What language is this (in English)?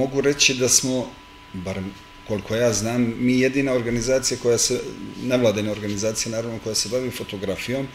Serbian